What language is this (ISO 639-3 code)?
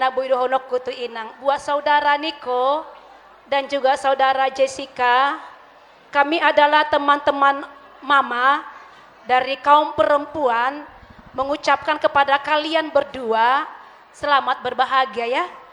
bbc